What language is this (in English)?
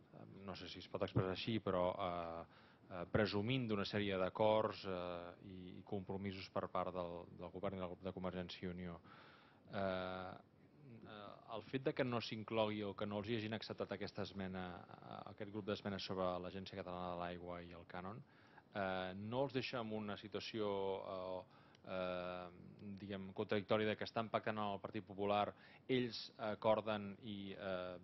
Catalan